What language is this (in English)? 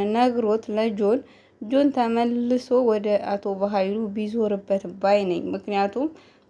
Amharic